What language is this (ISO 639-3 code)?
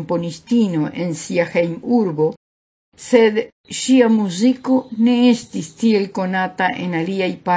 epo